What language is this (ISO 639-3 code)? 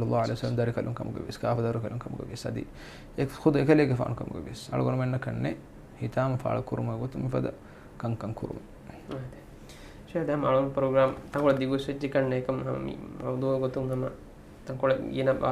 div